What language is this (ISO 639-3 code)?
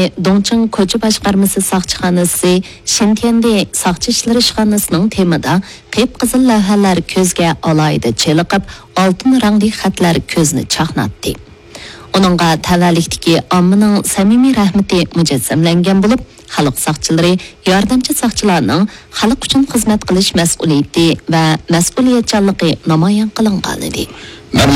uig